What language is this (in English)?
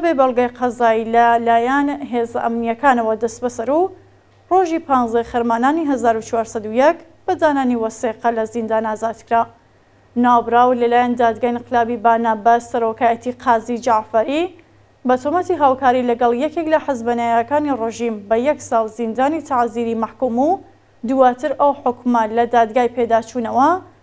Central Kurdish